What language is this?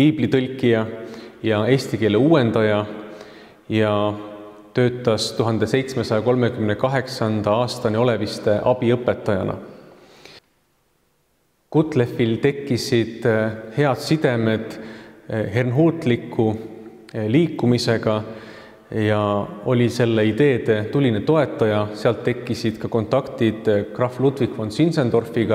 Estonian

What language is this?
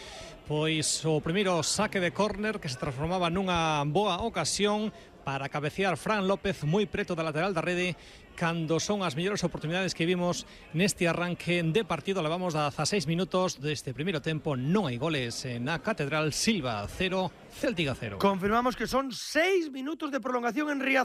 Galician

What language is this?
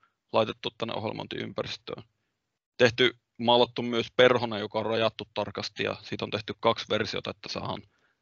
Finnish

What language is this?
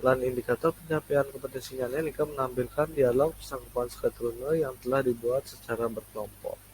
Balinese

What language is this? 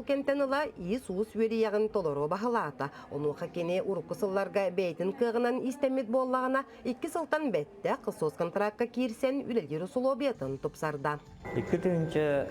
Yakut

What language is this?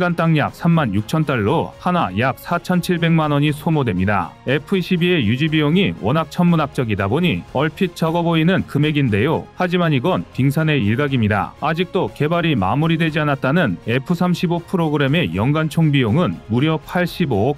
Korean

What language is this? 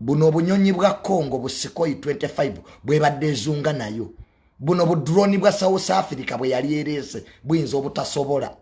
Ganda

